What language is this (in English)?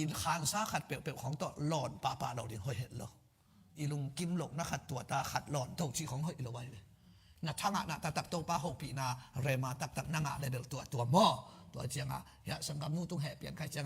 Tedim Chin